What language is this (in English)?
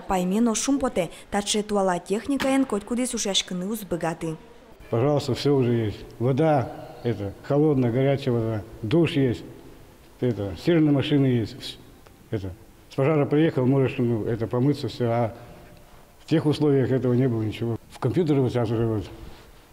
Udmurt